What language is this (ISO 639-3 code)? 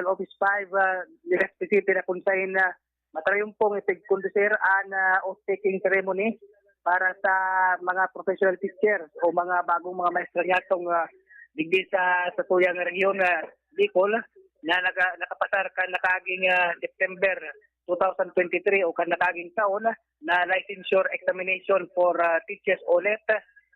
bik